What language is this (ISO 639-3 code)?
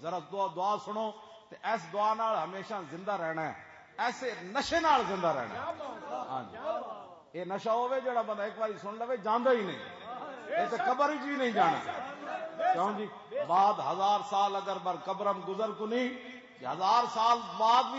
lah